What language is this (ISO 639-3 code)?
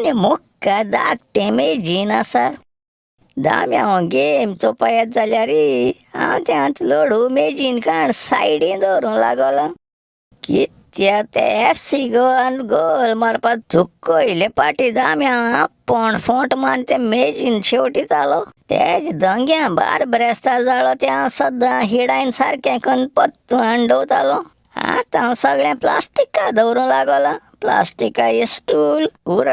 kok